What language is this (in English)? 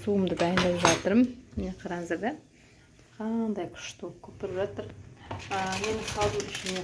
Kazakh